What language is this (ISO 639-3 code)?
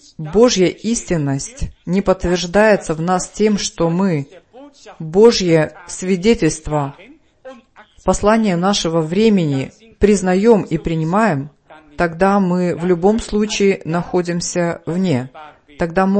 rus